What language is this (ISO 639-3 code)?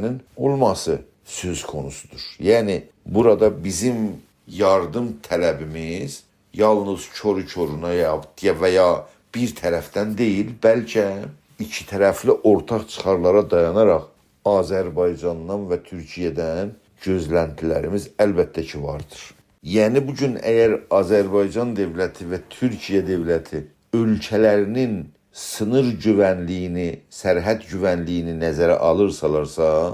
azb